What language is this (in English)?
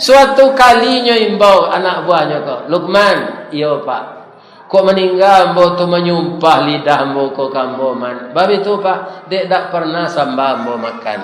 Minangkabau